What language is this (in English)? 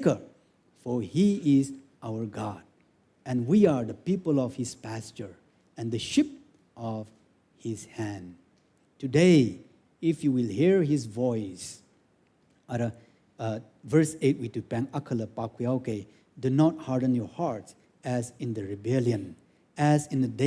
Tangkhul Naga (India)